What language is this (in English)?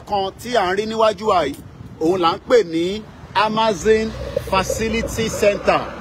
Yoruba